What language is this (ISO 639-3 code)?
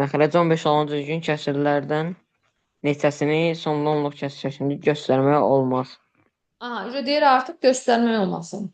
aze